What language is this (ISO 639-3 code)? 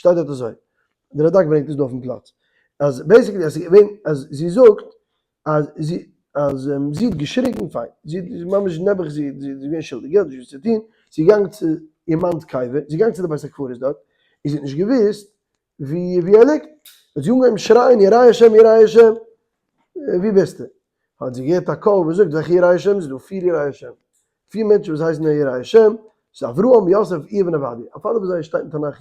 yid